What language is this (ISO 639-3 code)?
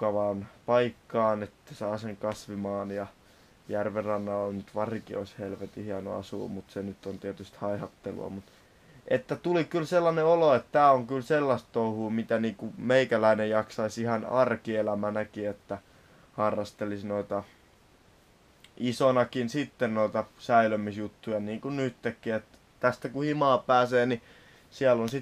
fin